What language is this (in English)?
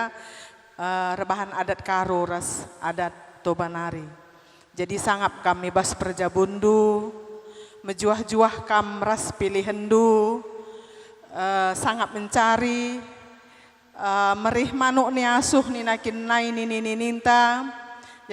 Batak Karo